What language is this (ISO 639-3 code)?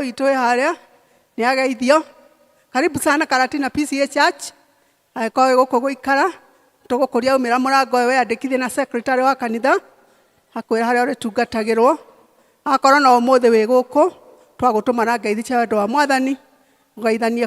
kik